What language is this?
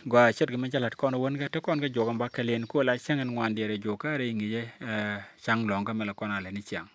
Nuer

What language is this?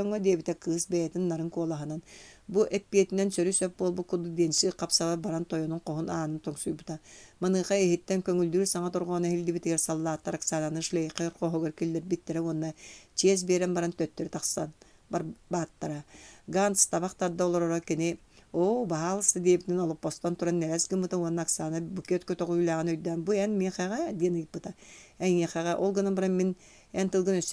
Yakut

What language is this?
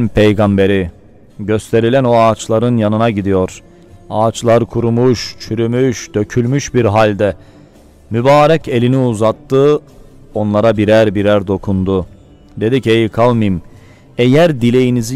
Turkish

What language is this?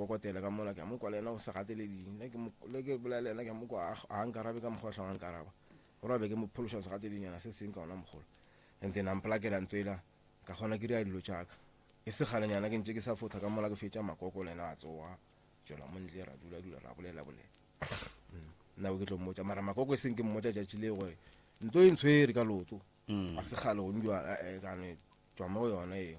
Northern Sotho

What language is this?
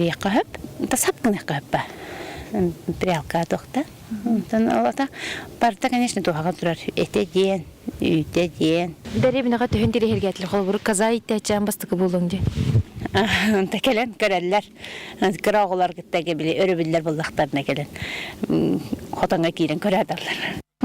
Yakut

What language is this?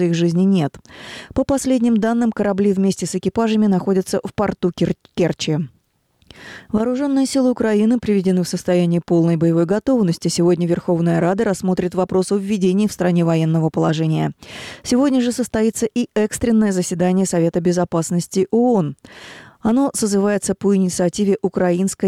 Russian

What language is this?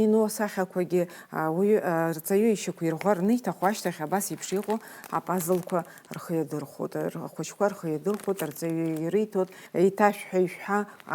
Abkhazian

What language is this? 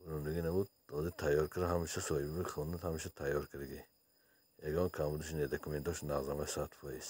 Tajik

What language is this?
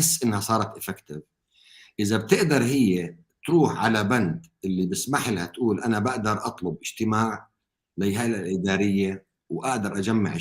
North Levantine Arabic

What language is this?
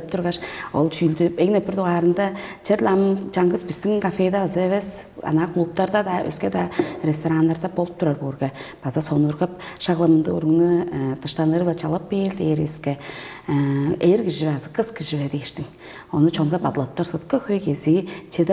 Tuvinian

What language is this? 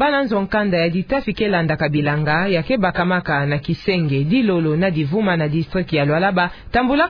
Kituba (Democratic Republic of Congo)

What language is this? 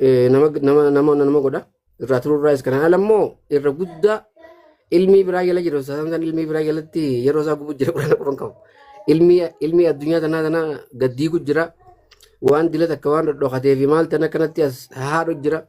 Oromo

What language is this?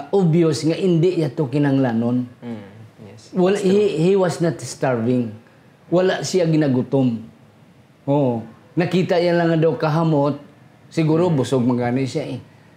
Hiligaynon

